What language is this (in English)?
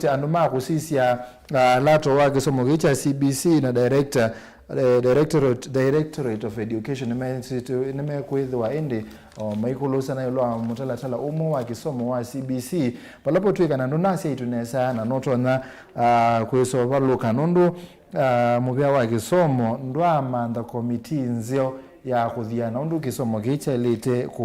Kamba